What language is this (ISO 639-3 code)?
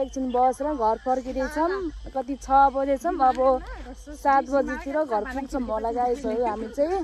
nep